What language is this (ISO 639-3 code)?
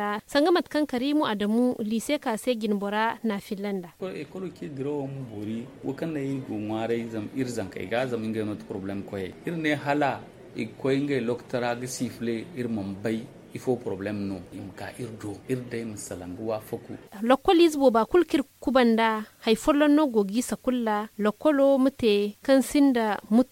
dje